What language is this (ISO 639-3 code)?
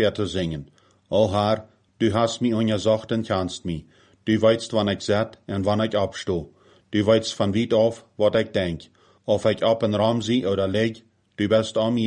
pdt